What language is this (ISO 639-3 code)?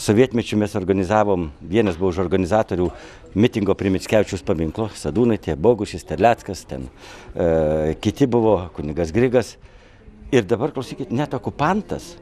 lit